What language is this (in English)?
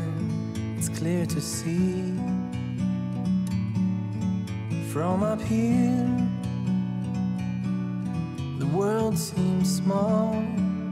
English